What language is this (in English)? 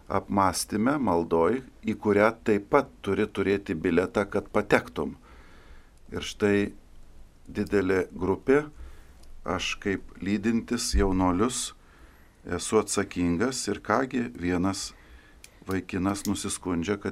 Lithuanian